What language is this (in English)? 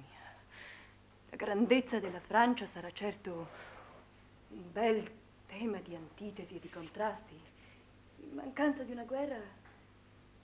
Italian